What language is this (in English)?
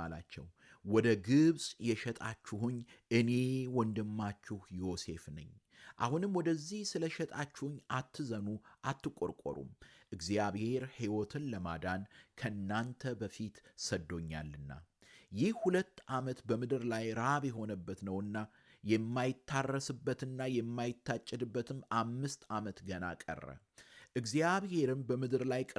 Amharic